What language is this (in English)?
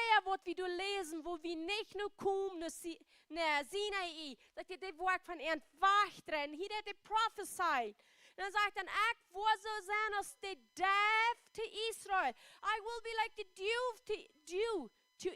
Plautdietsch